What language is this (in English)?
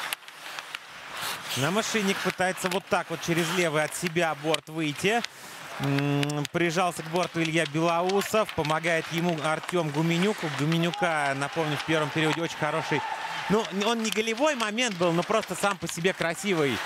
Russian